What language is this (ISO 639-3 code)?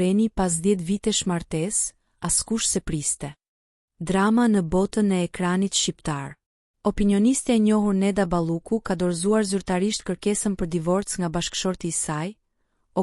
sqi